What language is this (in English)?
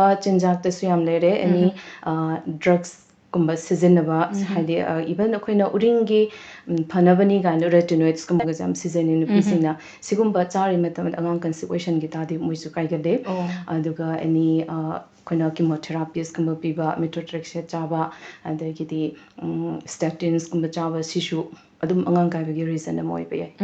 Manipuri